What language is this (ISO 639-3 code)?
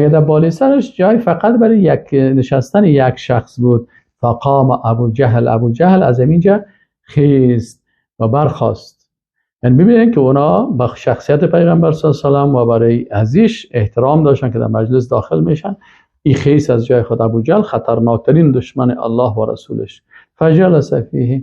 fas